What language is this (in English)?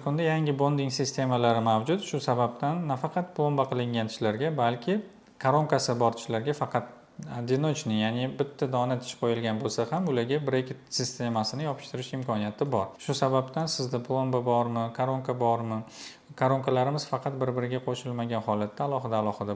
Uzbek